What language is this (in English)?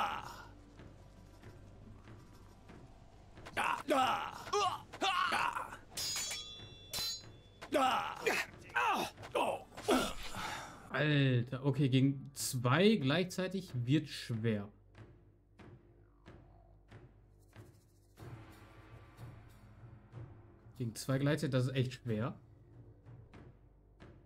German